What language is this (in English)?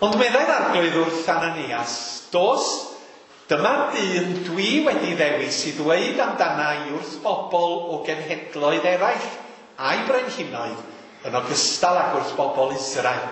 Welsh